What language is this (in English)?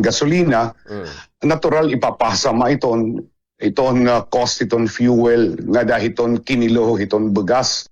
Waray